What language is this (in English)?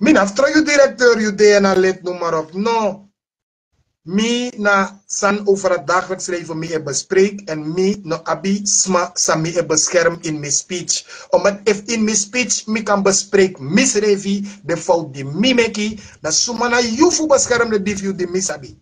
Sranan Tongo